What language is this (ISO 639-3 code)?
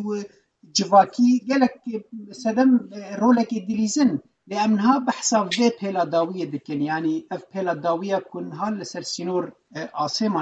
kur